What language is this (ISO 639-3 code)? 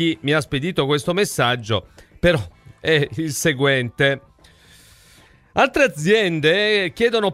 ita